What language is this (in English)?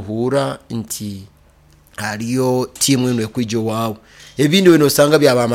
Nyoro